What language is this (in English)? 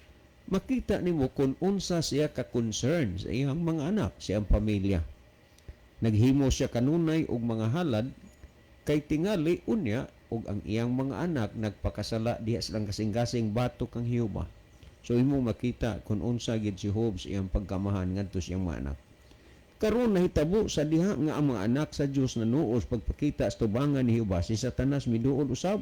Cebuano